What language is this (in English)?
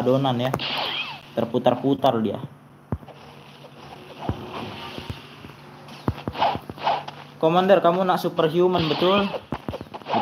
Indonesian